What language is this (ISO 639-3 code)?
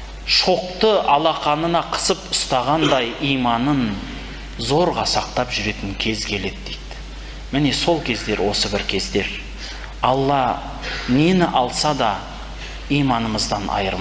kaz